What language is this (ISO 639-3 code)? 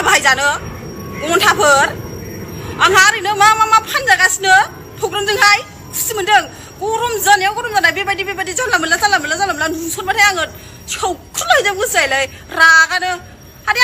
brx